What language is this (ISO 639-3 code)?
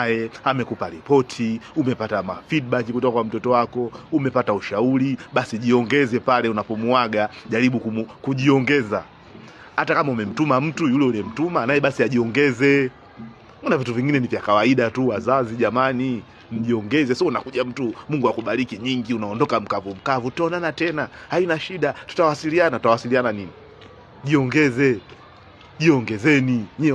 swa